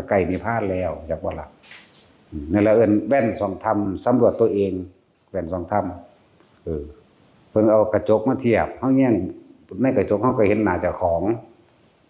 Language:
Lao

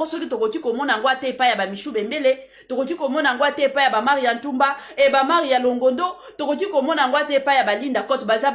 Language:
Lingala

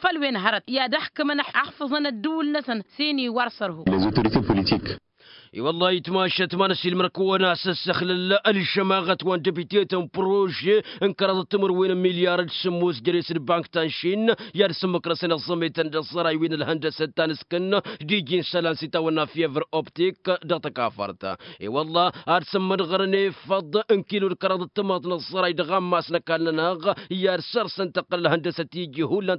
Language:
Tamasheq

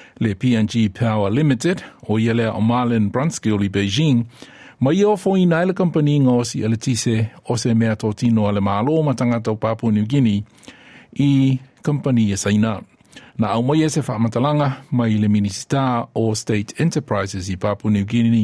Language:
Samoan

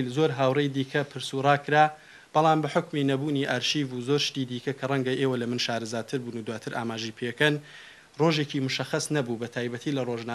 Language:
Central Kurdish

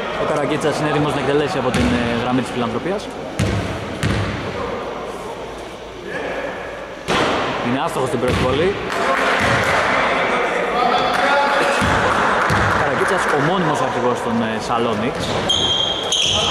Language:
Greek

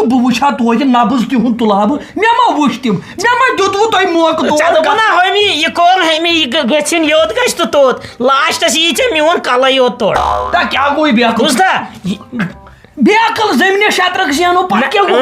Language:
Kashmiri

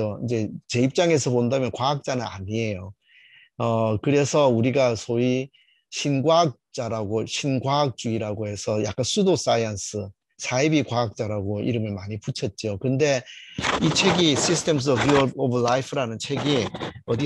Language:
Korean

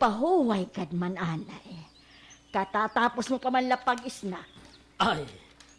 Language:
Waray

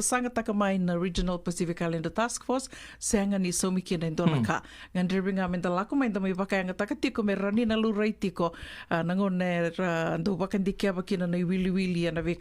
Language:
Fijian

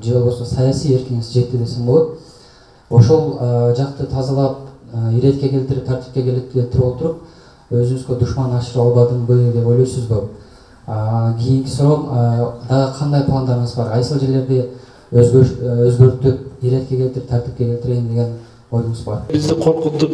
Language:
Kyrgyz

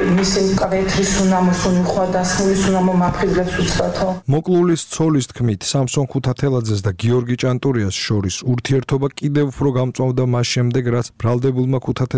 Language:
Georgian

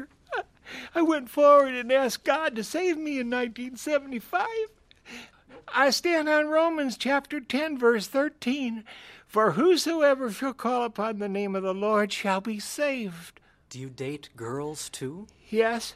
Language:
English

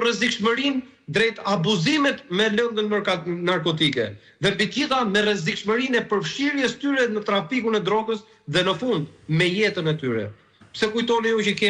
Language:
Albanian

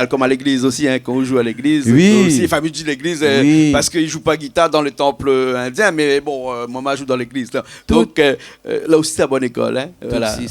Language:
Réunion Creole French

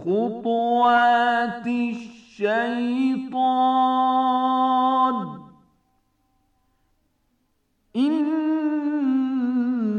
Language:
Bangla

